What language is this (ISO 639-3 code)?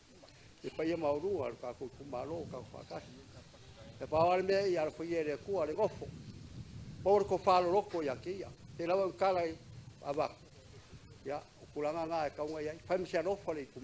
smo